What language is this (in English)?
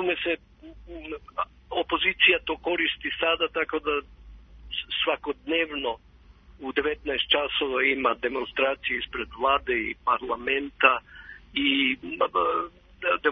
Serbian